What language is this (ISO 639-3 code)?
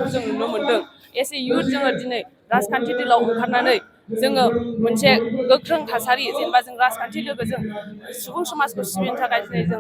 brx